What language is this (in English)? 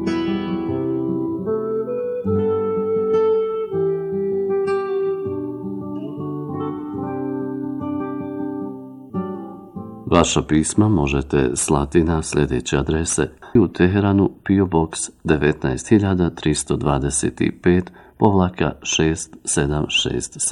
Bosnian